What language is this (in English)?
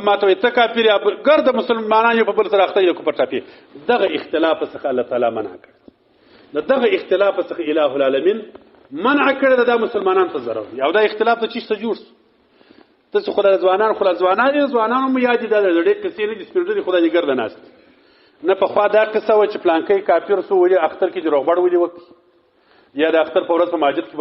Pashto